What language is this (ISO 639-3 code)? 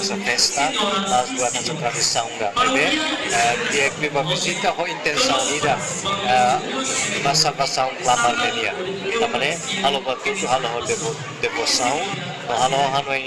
tet